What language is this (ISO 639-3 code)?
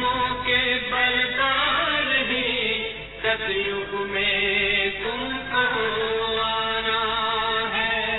hin